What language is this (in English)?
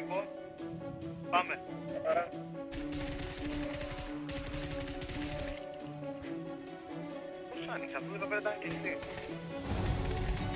Greek